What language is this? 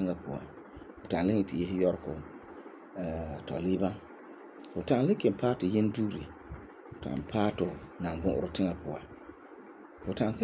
Frafra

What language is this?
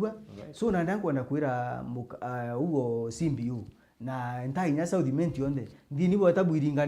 Meru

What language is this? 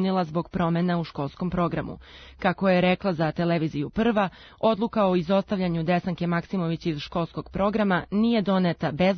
Serbian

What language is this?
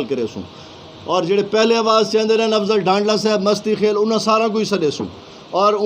Saraiki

